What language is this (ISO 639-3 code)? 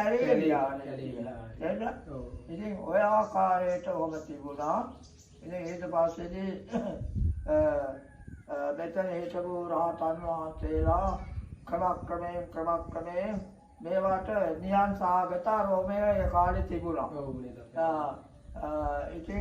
sin